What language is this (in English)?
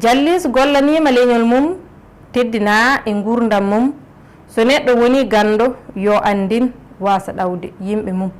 Fula